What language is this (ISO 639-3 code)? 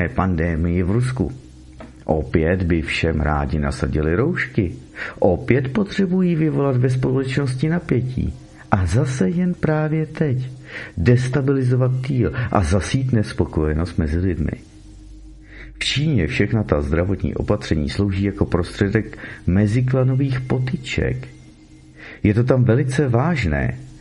ces